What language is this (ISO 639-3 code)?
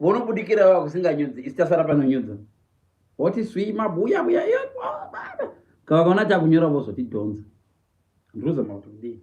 sna